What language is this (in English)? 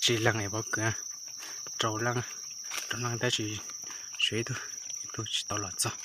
Hmong